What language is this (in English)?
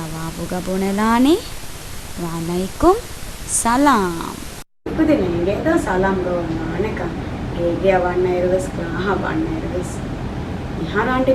Divehi